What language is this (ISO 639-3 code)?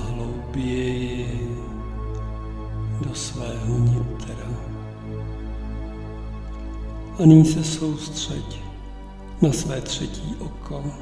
ces